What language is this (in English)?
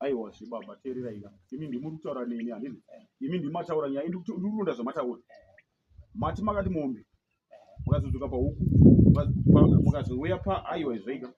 Shona